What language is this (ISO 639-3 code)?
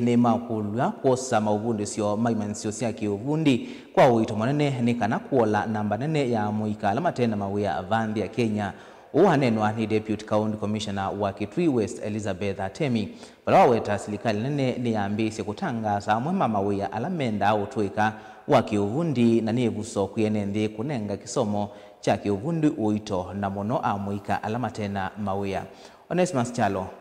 kam